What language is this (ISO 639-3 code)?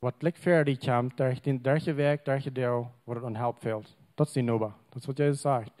pdt